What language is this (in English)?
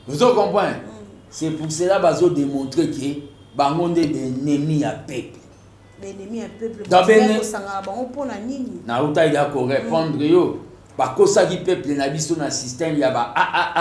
Lingala